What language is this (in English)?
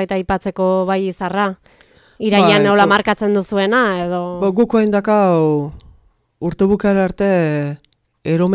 Basque